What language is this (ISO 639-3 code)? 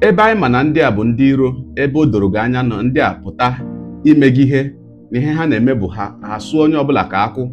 ibo